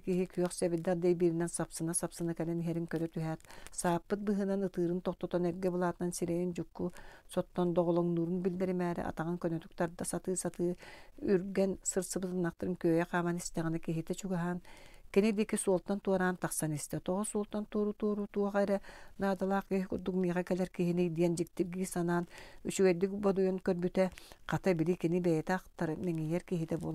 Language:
Yakut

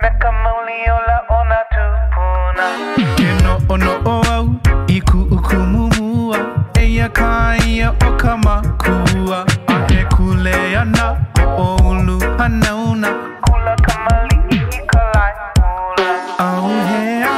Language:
Hawaiian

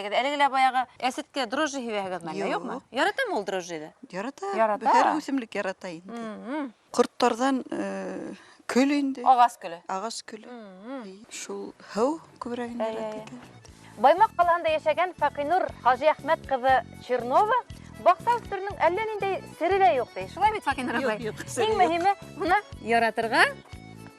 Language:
Bashkir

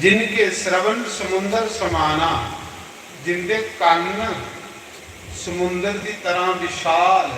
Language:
Dogri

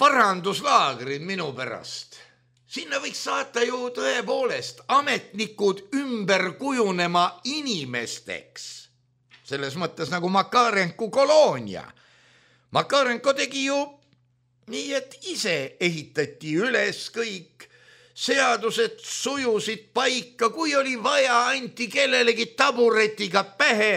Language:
Estonian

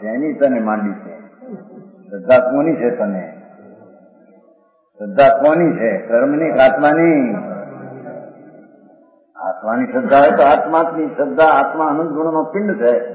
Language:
Gujarati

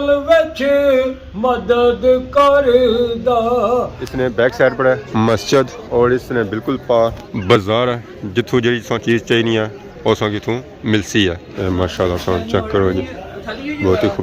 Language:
Pahari-Potwari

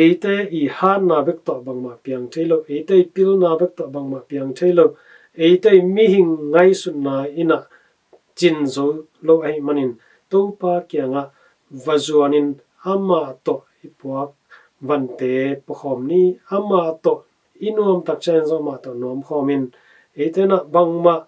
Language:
Tedim Chin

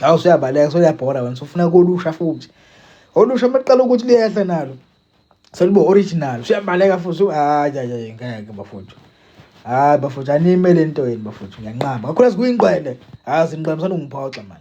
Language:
Zulu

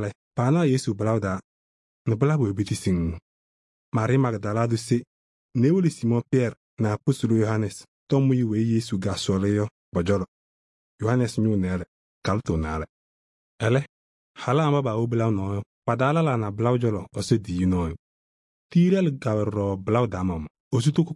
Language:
Kabiyè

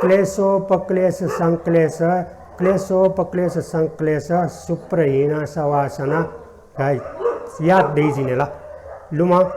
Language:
Newari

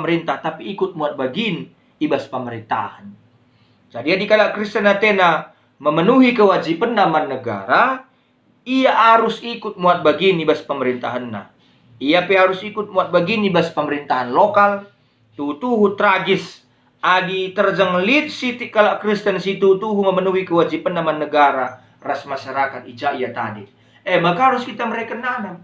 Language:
Batak Karo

